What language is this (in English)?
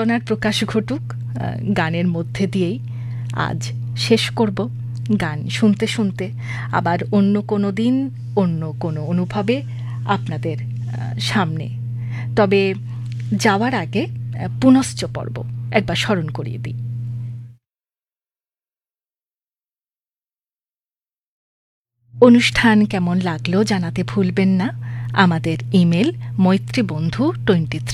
Bangla